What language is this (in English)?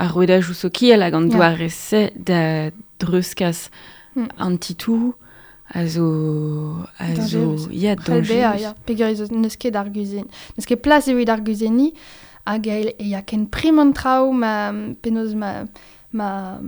Breton